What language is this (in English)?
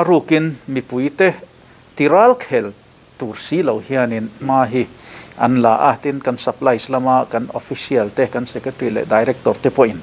Mizo